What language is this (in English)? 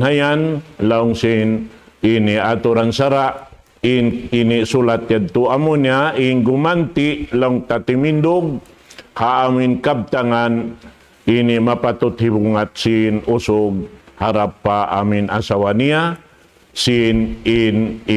Tausug